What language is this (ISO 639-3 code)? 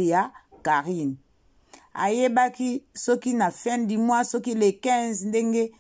lin